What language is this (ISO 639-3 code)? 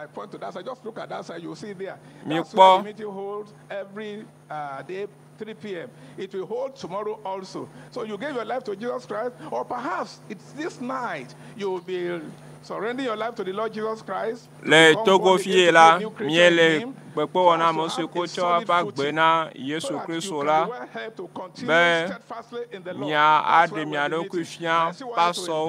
ewe